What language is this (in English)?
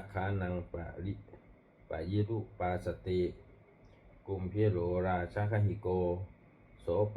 Pali